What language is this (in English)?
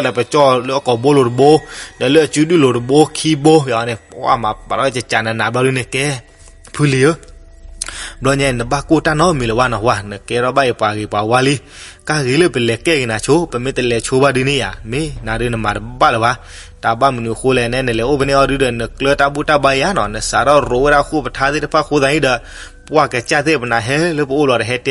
S'gaw Karen